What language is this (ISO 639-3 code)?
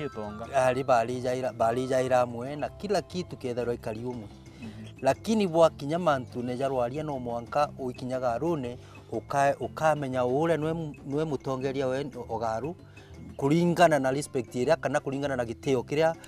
mer